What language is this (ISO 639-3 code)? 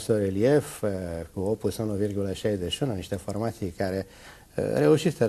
ron